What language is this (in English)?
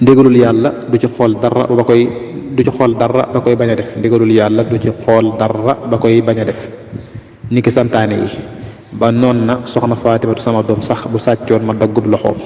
Wolof